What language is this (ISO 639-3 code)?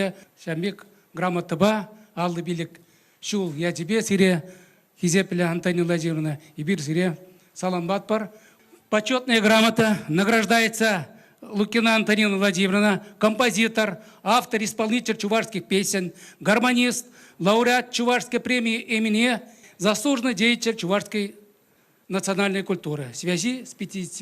chv